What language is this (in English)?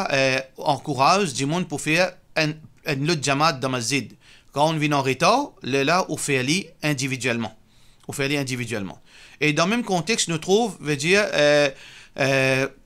Morisyen